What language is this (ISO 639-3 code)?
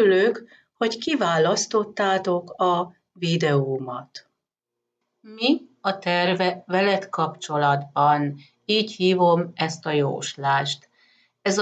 hun